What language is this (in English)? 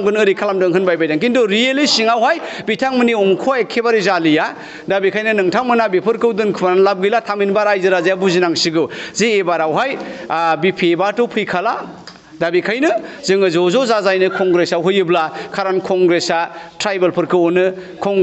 Bodo